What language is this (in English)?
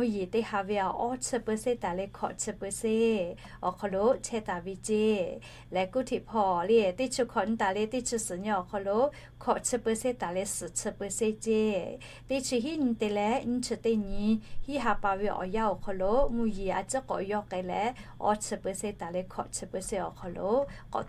Lahu